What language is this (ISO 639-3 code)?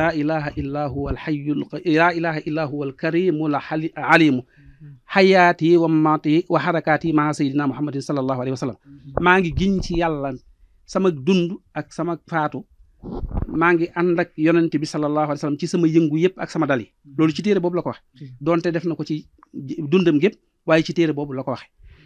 wol